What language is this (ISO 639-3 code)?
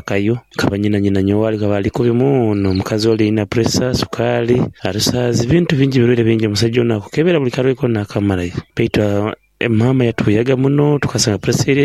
nyo